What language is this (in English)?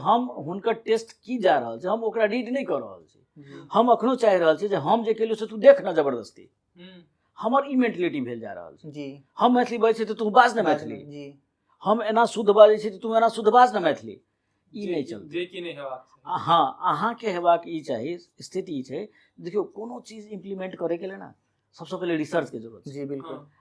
Maithili